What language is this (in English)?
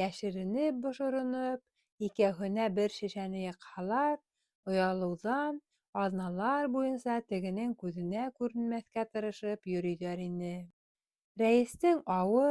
Bashkir